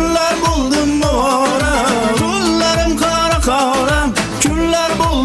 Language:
Kara-Kalpak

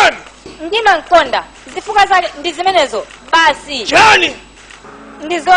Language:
Nyanja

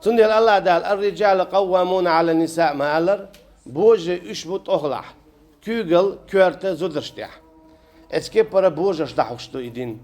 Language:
Chechen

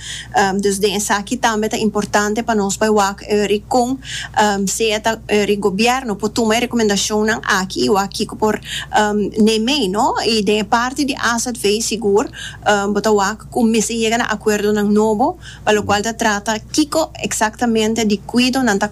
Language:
Papiamento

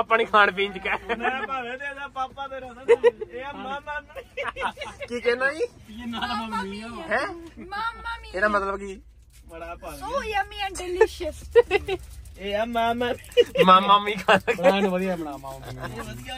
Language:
Punjabi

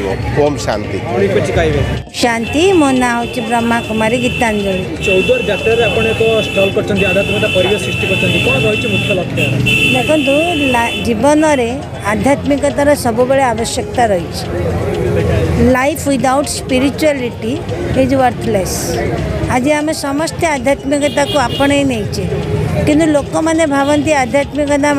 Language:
Odia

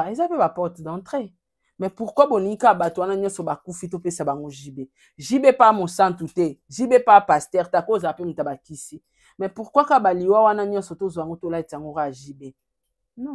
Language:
Lingala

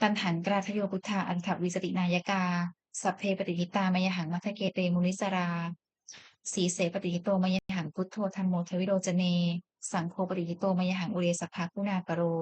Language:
Pali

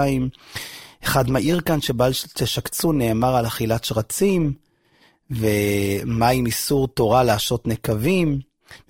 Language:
Hebrew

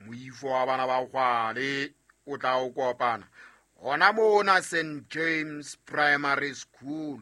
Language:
Southern Sotho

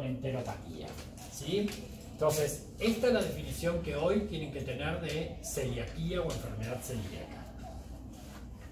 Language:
Spanish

